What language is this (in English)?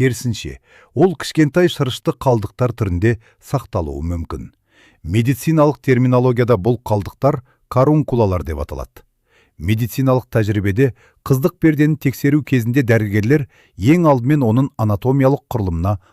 Kazakh